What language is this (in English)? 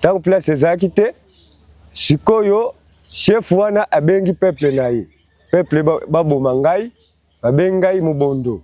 Lingala